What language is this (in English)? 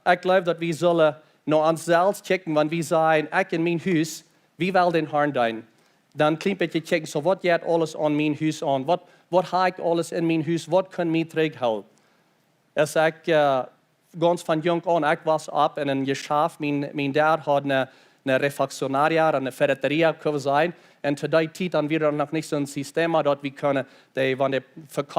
Plautdietsch